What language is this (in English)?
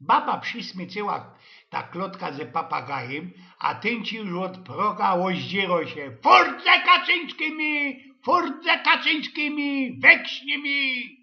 Silesian